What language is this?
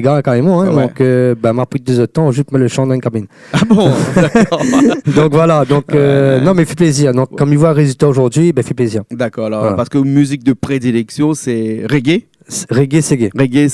Réunion Creole French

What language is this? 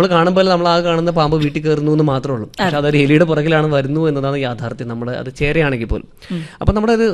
Malayalam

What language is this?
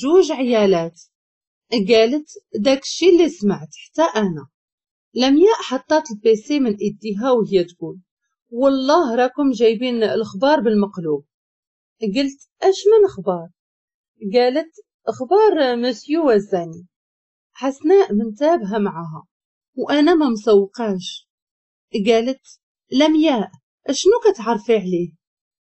Moroccan Arabic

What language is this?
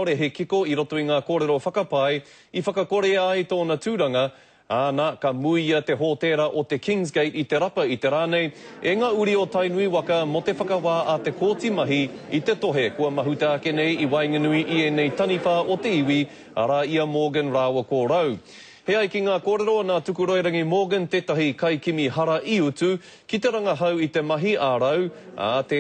Māori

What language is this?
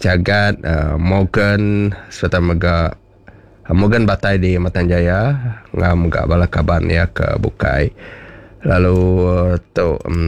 Iban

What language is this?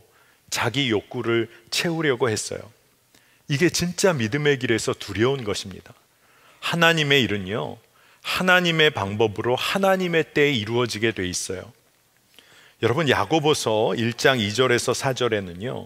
Korean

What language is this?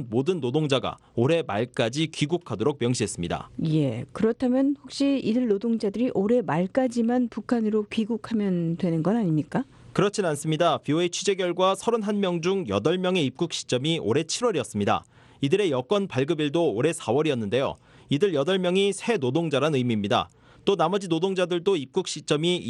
Korean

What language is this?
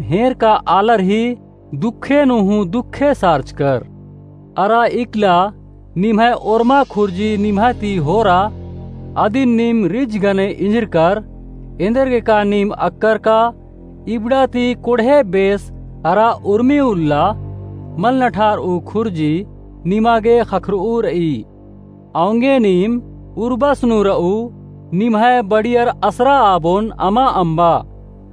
Kurukh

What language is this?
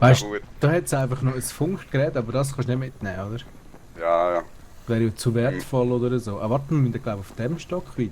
Swiss German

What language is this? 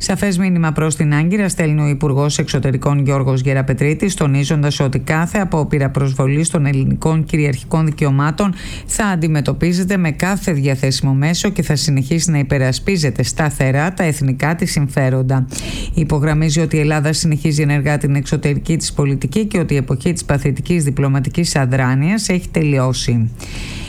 Greek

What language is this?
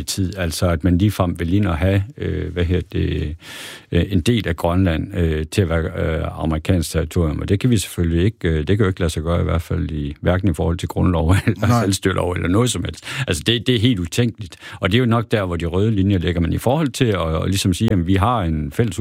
Danish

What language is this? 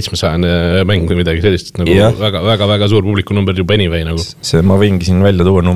Estonian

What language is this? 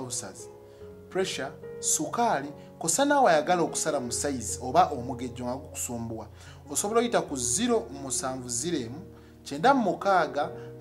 Ganda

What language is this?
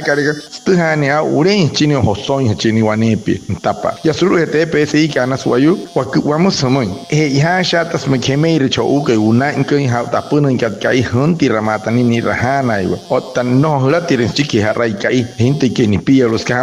Wayuu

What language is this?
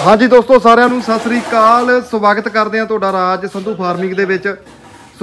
Punjabi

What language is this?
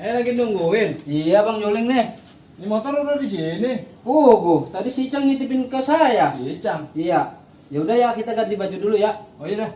Betawi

